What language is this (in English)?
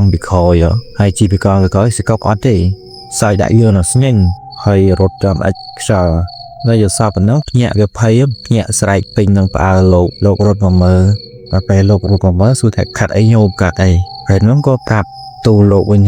Khmer